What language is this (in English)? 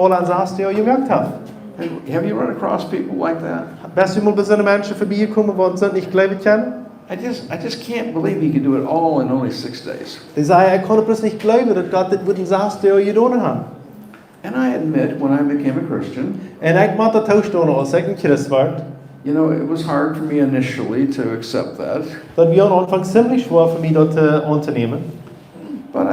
Plautdietsch